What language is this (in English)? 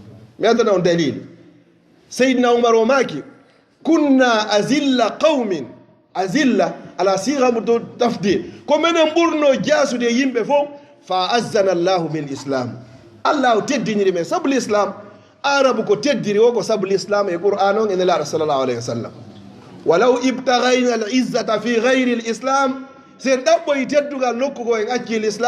Fula